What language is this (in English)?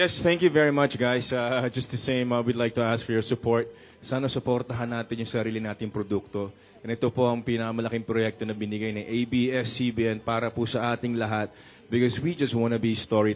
Filipino